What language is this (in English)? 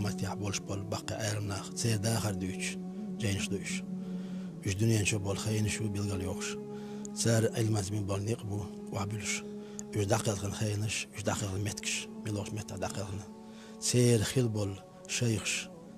Chechen